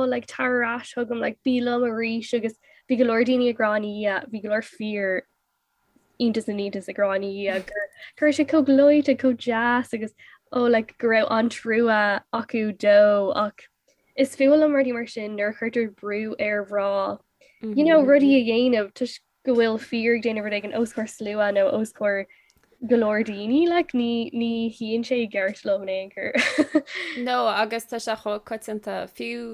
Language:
Irish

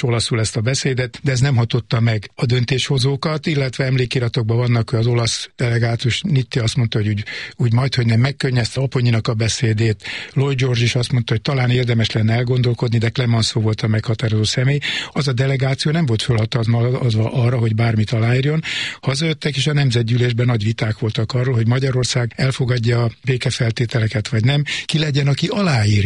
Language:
Hungarian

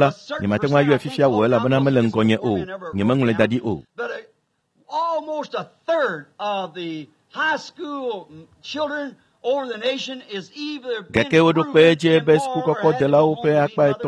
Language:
Ewe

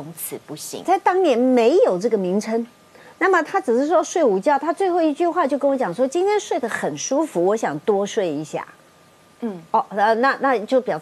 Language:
Chinese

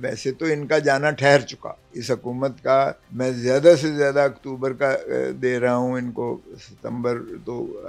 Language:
Urdu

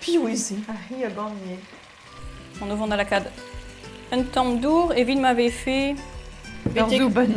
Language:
Breton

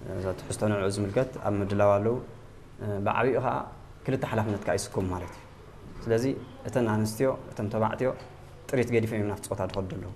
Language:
Tigrinya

